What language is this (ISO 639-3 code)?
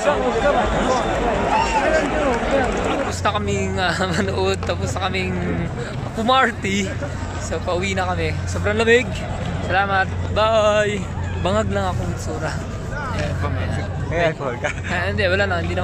fil